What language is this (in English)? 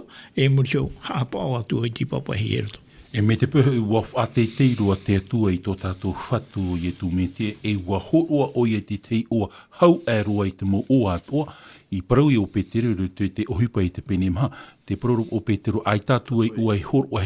Tahitian